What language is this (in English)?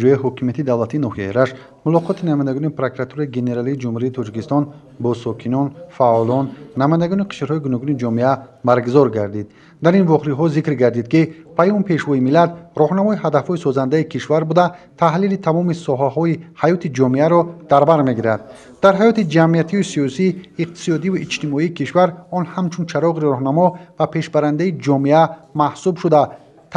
Tajik